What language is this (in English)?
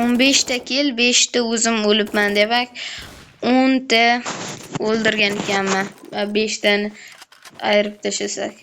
Uzbek